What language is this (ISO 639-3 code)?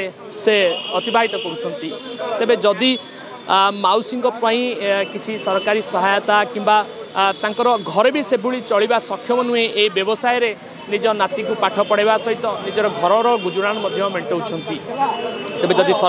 ori